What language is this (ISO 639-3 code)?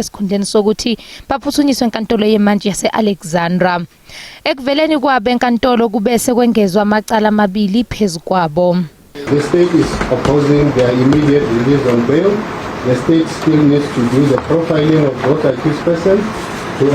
zul